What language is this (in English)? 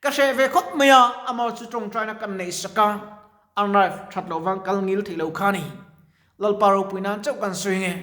Mizo